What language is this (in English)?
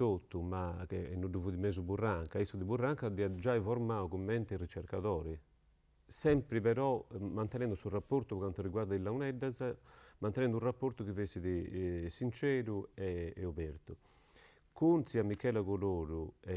Sardinian